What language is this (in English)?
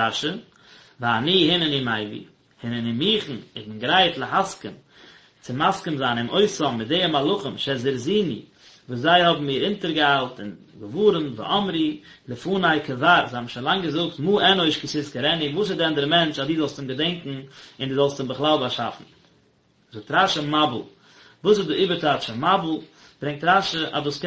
Yiddish